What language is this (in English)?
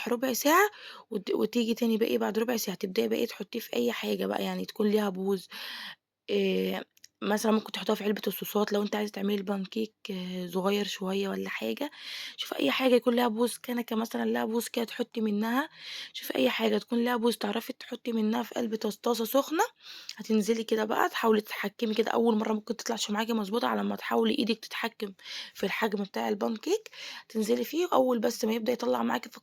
Egyptian Arabic